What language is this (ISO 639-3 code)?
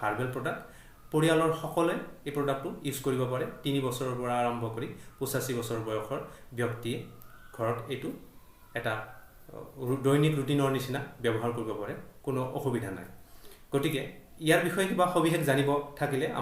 asm